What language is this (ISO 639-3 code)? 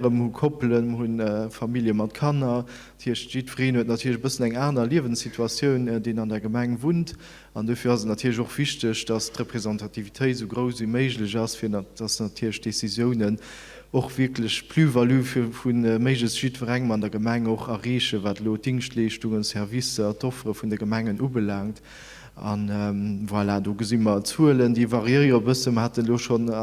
ltz